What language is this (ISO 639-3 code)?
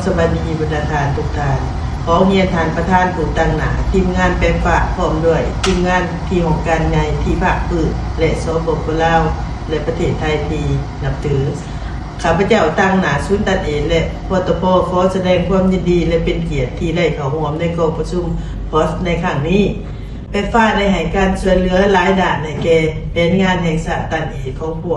lao